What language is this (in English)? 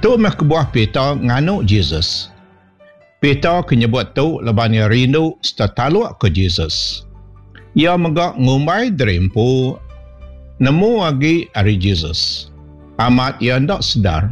Iban